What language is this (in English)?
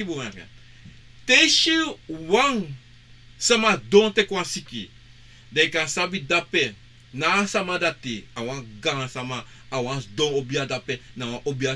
Sranan Tongo